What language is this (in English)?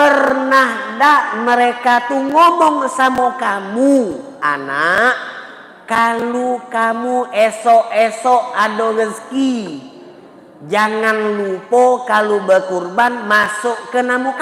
Musi